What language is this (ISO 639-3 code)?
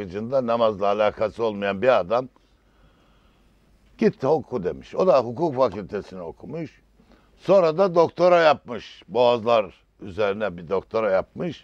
tur